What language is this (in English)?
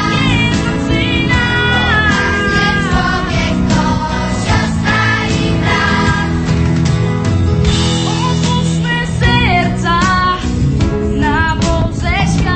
Polish